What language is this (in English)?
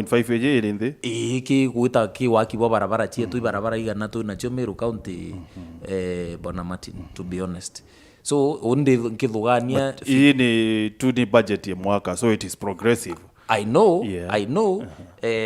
Meru